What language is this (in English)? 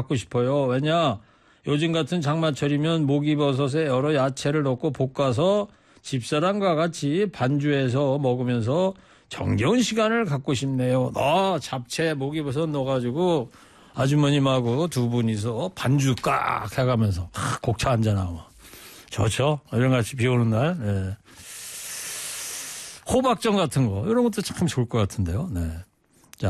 Korean